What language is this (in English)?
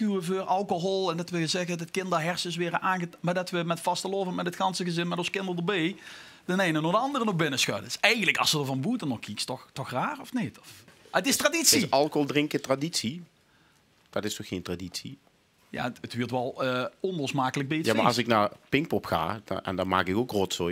Limburgish